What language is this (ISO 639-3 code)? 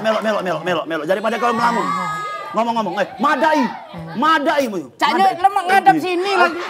mui